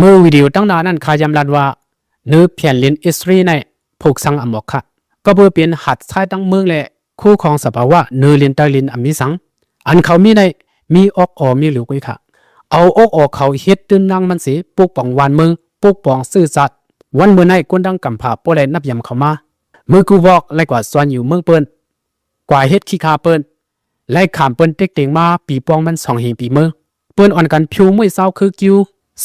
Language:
Shan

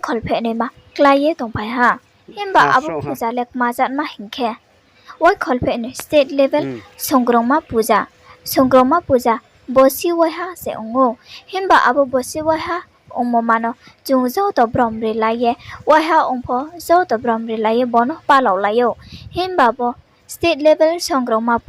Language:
Riang (India)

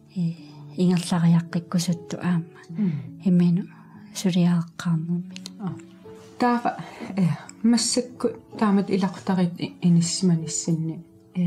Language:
Kalaallisut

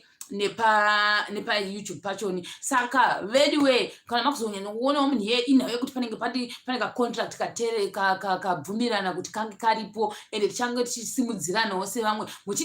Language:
Shona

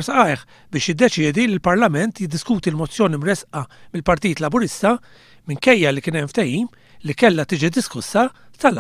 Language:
Maltese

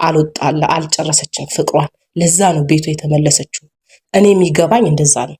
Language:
Amharic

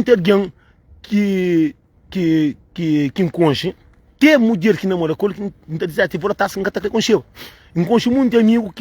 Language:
Kabuverdianu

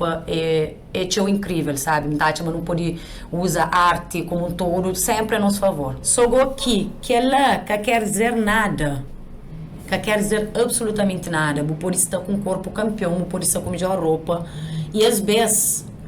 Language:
Kabuverdianu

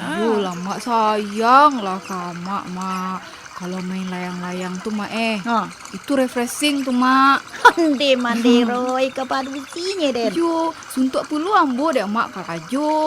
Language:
Minangkabau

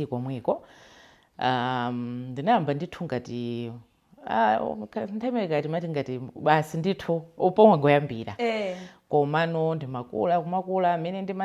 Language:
Nyanja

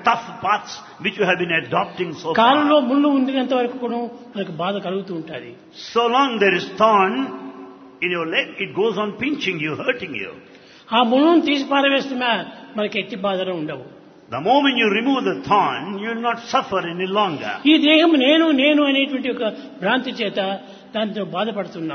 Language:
Telugu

